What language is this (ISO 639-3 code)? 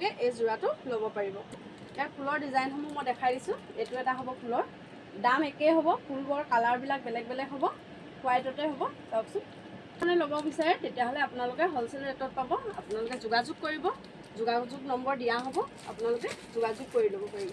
asm